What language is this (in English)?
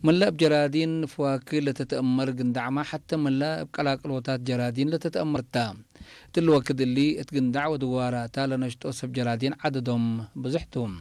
Tigrinya